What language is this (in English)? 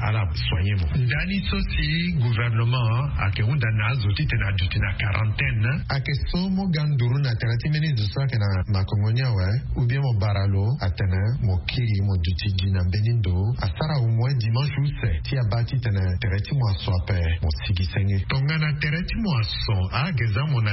Sango